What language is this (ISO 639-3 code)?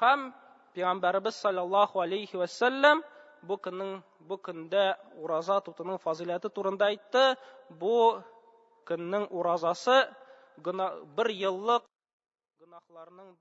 tat